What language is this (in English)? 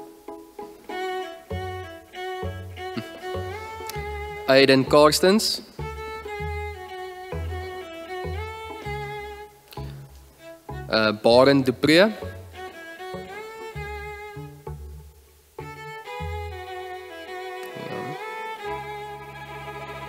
Afrikaans